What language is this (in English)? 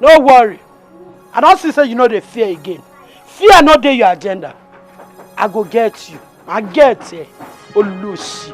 Nigerian Pidgin